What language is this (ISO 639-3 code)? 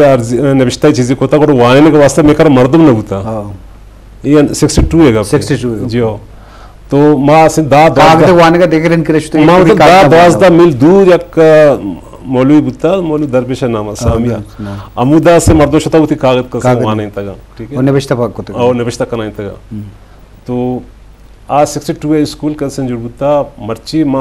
bal